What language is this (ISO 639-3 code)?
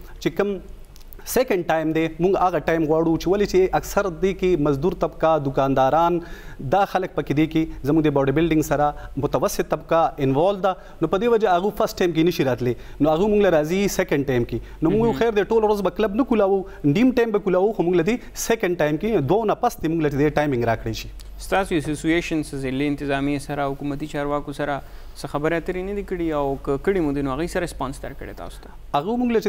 pus